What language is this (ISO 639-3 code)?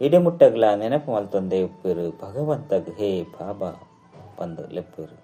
tcy